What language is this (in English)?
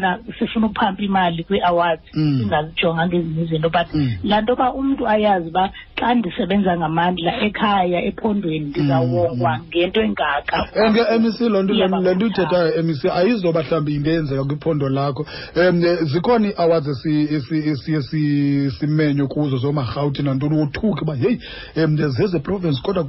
Xhosa